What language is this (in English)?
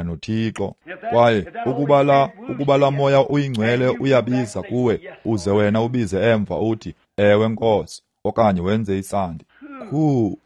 Xhosa